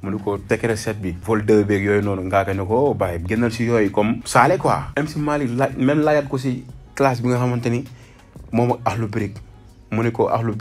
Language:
Wolof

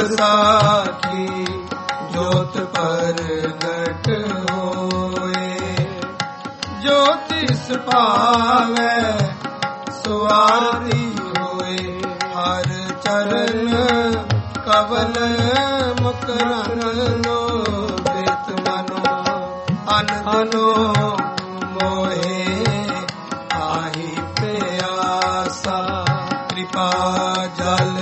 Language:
Punjabi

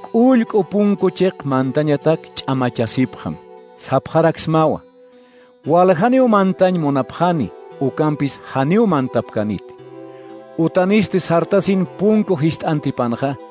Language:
Aymara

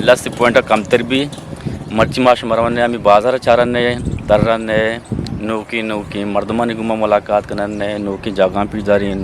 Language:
Eastern Balochi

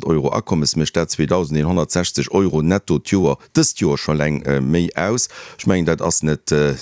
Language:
Luxembourgish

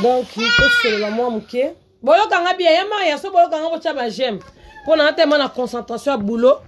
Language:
Lingala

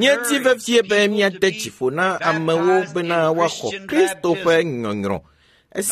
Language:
Ewe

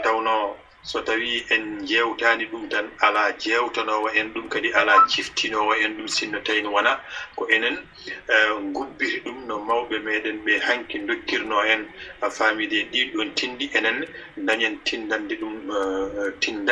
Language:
Fula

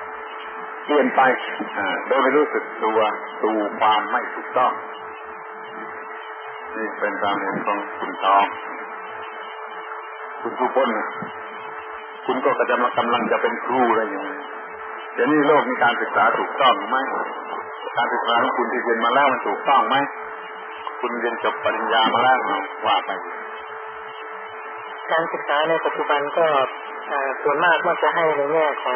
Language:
Thai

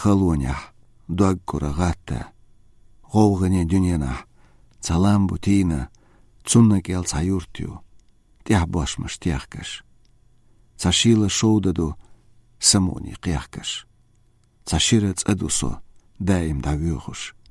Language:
Chechen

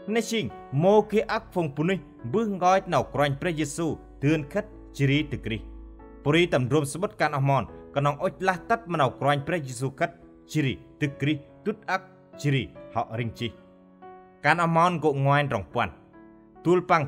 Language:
Central Mnong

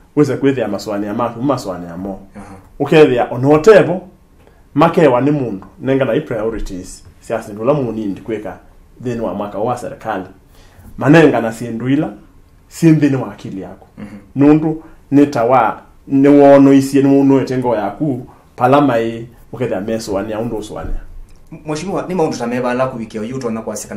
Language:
Kamba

